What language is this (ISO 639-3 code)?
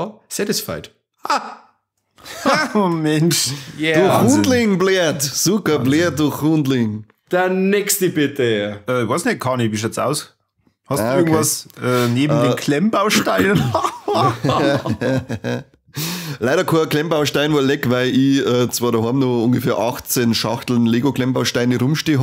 bar